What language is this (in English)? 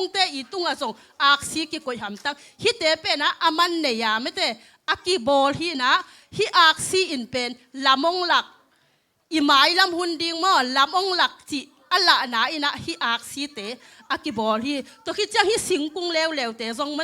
Tedim Chin